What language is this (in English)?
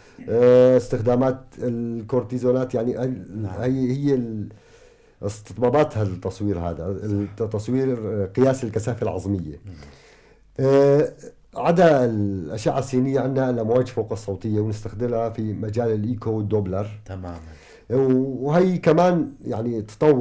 North Levantine Arabic